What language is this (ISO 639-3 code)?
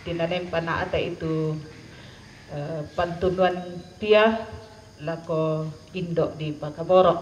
sda